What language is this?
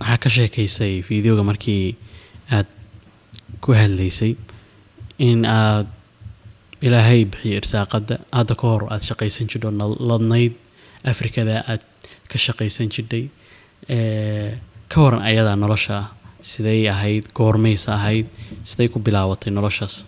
Somali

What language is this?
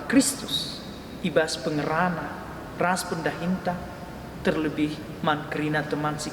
Batak Karo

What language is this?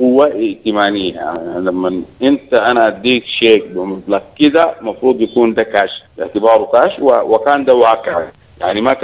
Sudanese Arabic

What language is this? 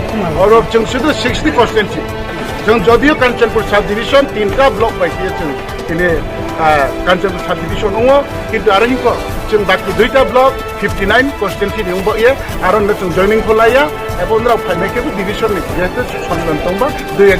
Riang (India)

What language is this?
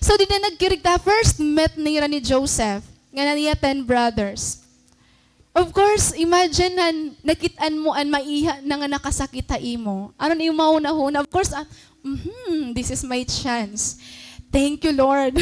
Waray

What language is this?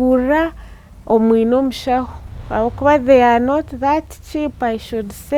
Nyankole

